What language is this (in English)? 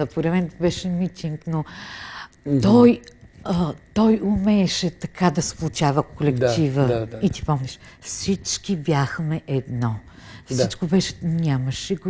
Bulgarian